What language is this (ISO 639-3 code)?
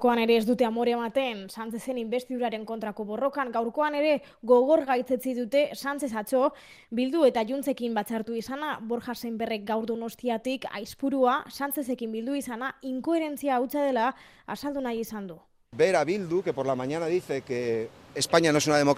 eus